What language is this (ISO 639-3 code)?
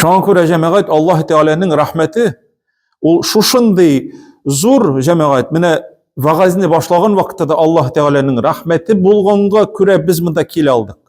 tat